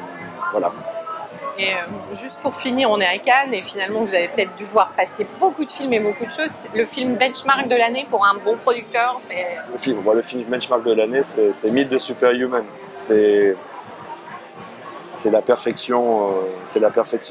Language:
French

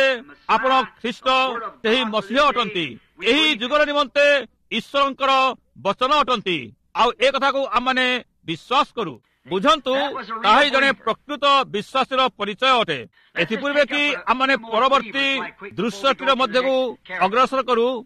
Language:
Odia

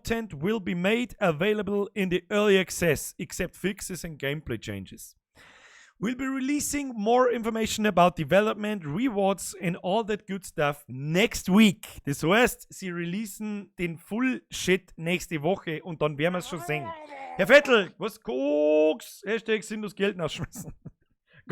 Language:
Bavarian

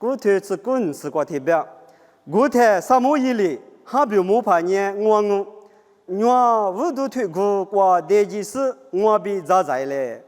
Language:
Lisu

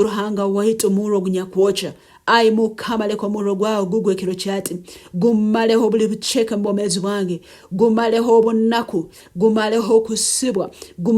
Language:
Nyankole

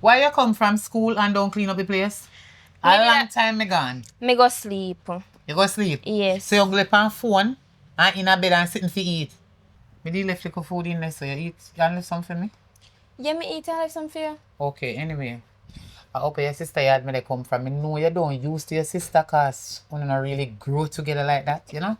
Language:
Jamaican Creole English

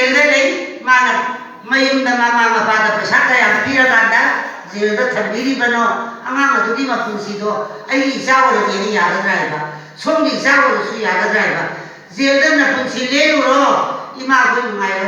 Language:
Manipuri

